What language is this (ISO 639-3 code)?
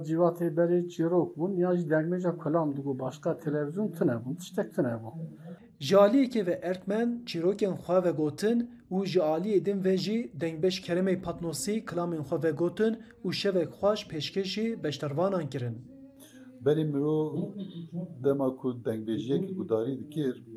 kur